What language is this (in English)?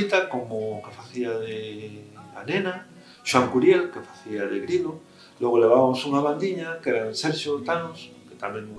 Galician